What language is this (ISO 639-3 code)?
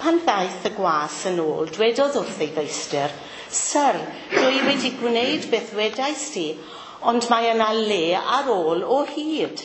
cym